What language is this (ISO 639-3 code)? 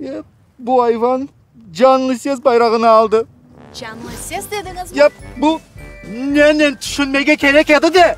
crh